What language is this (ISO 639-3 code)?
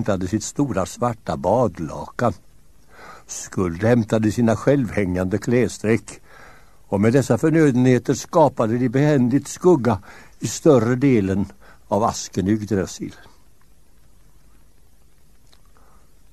swe